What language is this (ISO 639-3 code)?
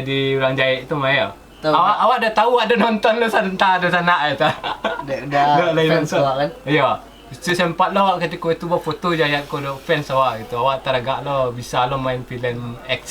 min